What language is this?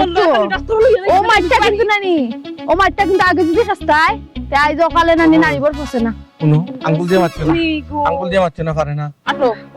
Sylheti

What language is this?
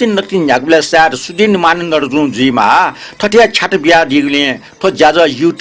Newari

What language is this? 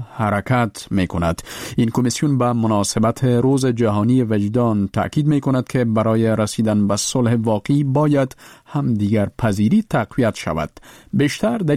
Persian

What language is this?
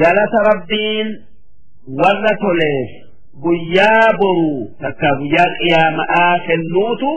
Oromo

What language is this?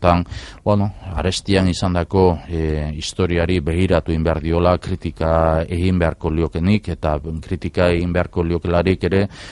Basque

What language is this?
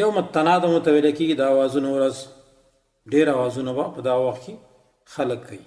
Pashto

